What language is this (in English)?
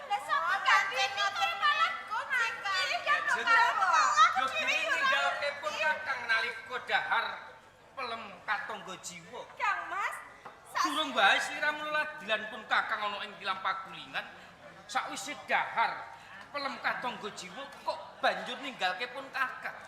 Javanese